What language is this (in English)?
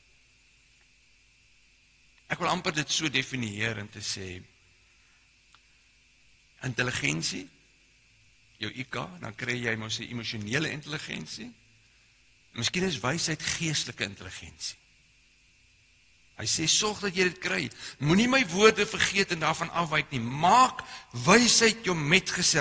Afrikaans